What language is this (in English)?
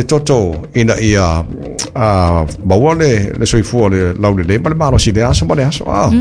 Samoan